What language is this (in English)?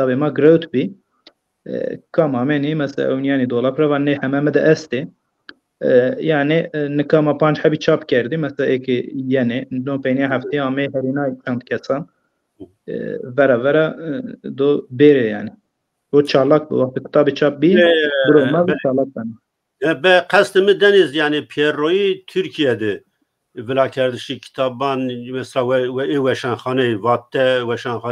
Zaza